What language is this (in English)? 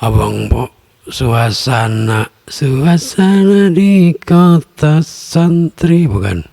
Betawi